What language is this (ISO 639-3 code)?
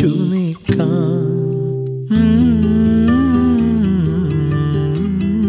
mal